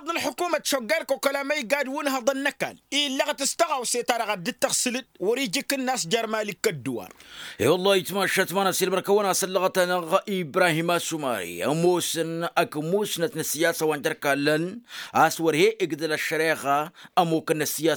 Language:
Tamasheq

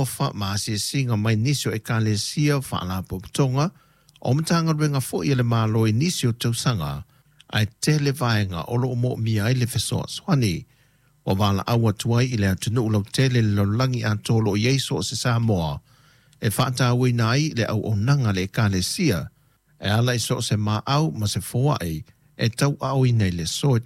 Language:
Samoan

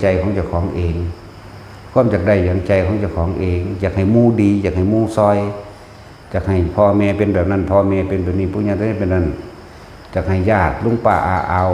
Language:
Northeastern Thai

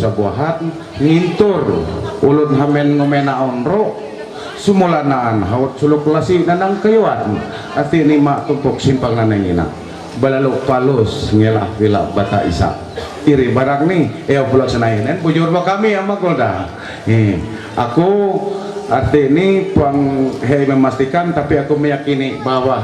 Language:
Ma'anyan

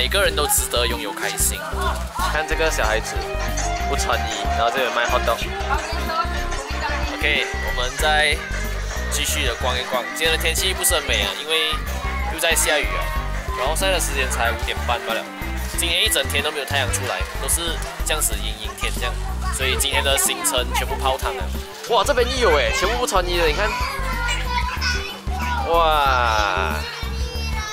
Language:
Chinese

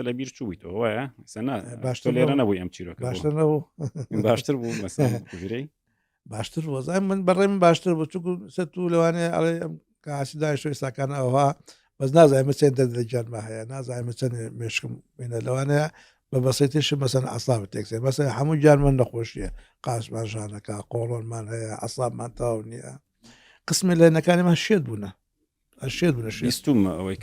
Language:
Central Kurdish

